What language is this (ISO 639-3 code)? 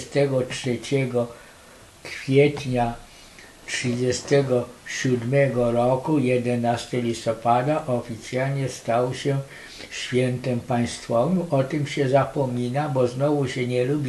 pol